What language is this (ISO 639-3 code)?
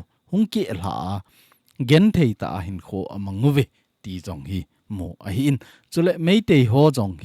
tcz